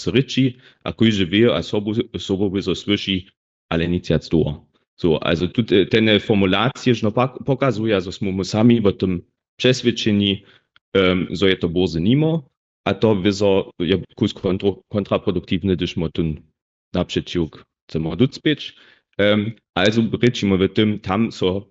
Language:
Upper Sorbian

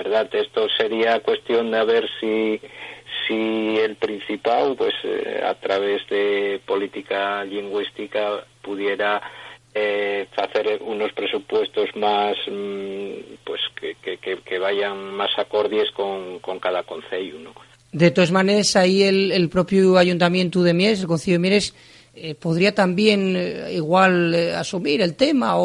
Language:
Asturian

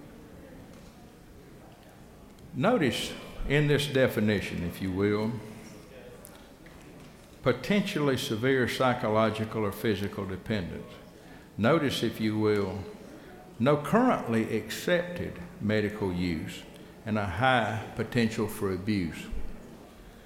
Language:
English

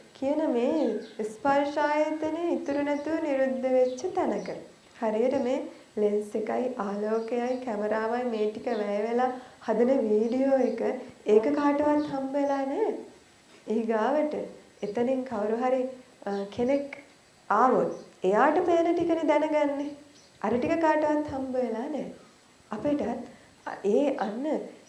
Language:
Sinhala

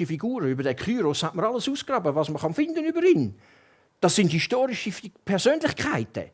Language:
Swiss German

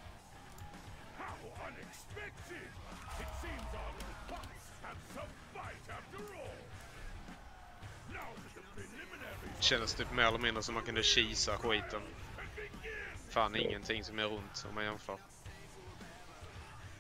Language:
Swedish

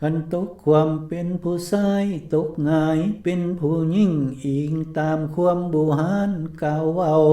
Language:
Lao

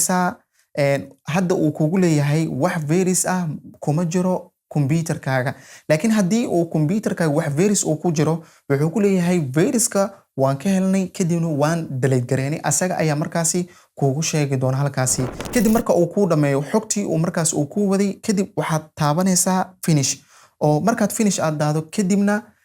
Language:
Somali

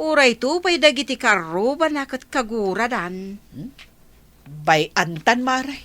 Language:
Iloko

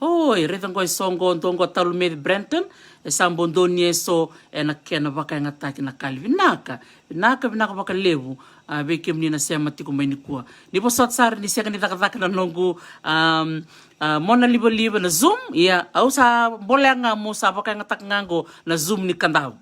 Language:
Fijian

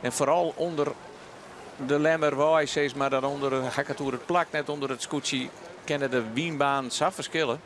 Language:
Western Frisian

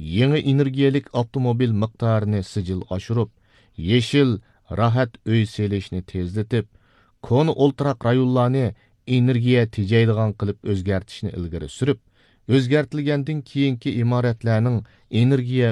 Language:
Uyghur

